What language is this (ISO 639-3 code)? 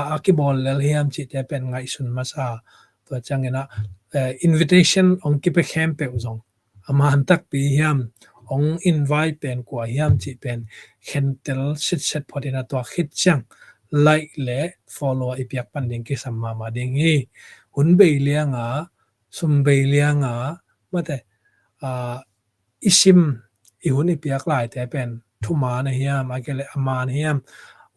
ctd